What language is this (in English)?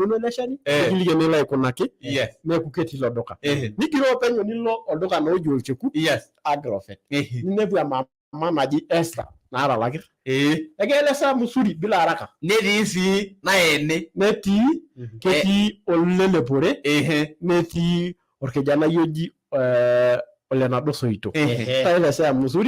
Masai